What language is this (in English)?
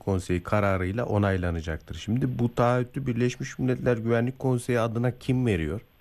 Turkish